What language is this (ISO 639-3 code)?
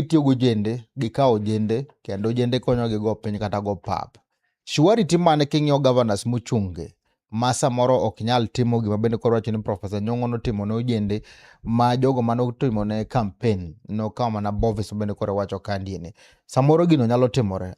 luo